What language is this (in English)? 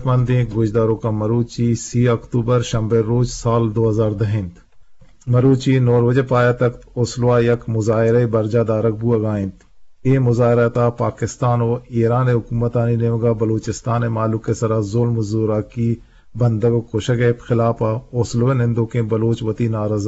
Eastern Balochi